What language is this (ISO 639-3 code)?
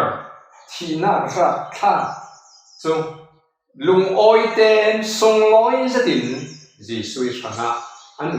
cfm